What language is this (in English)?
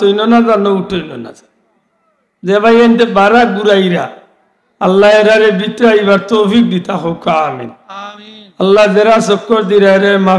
Sylheti